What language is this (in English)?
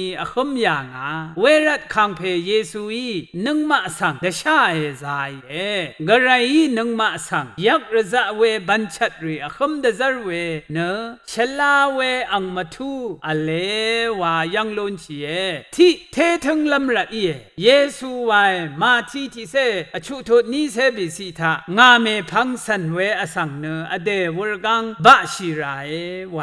Rawang